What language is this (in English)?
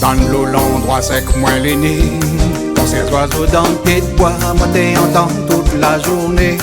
Réunion Creole French